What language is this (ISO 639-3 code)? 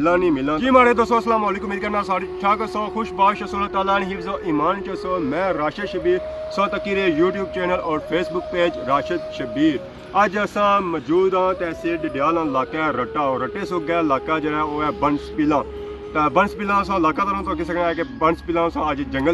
phr